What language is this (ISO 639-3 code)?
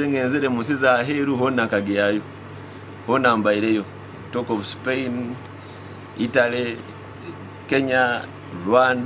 nyo